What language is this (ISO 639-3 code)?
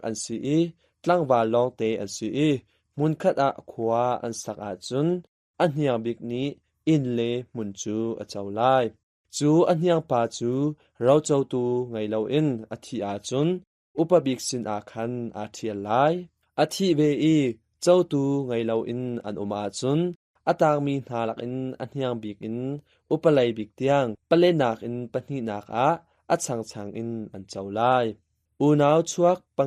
cnh